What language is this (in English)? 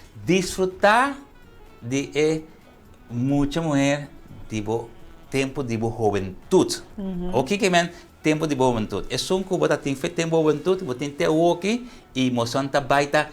Papiamento